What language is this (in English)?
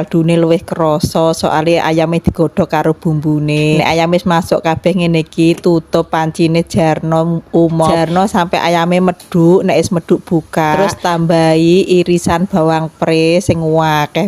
Javanese